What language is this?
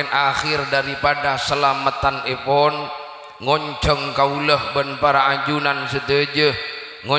Madurese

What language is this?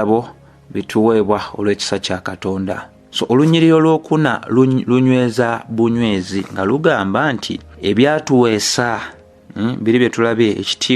Ganda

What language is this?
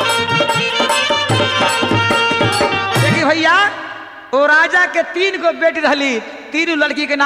Bhojpuri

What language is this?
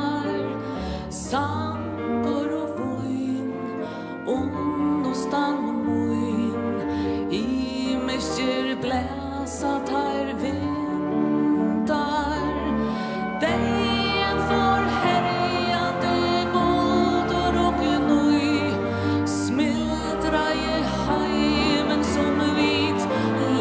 Faroese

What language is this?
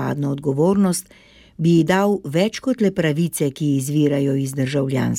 Slovenian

